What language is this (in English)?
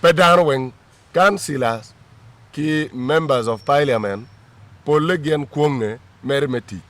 Acoli